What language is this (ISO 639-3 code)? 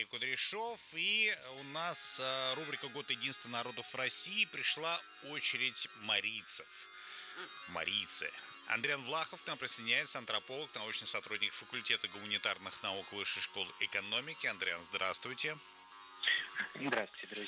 rus